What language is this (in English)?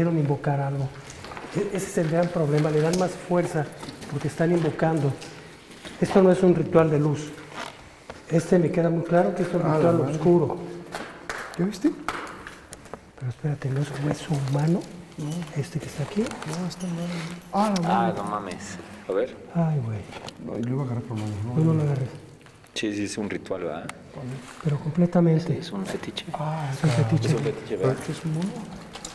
Spanish